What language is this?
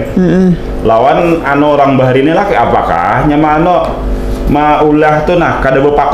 Banjar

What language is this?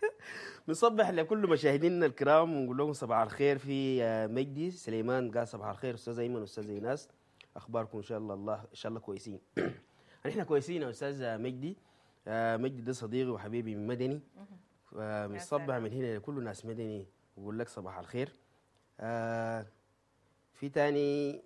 Sudanese Arabic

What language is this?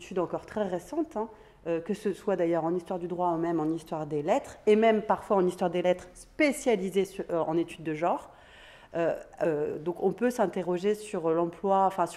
French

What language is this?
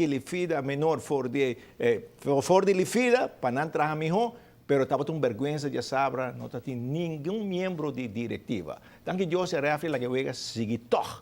Papiamento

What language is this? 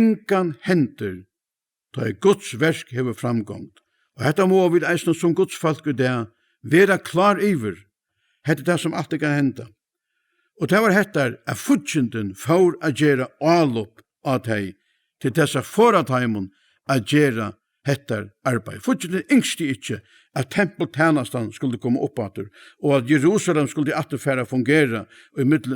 Faroese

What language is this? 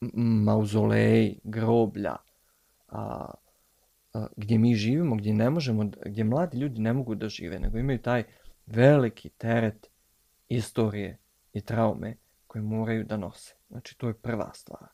Bosnian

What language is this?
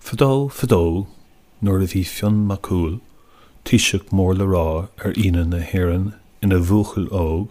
Irish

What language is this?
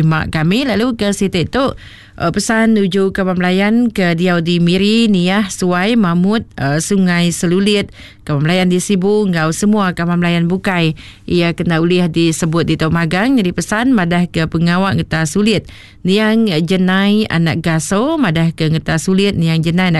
Iban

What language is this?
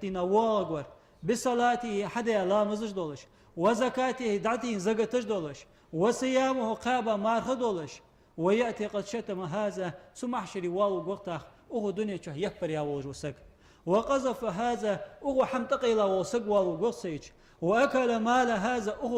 Ingush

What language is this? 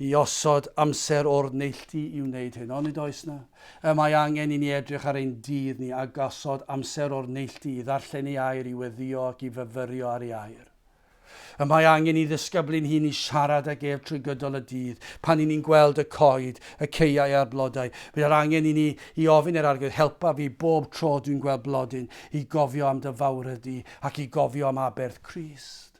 Welsh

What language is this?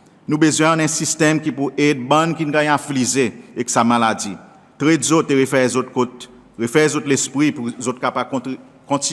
Seselwa Creole French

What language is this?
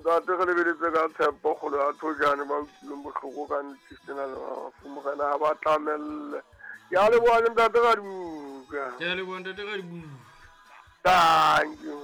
Southern Sotho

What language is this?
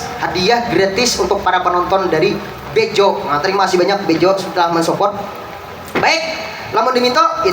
Banjar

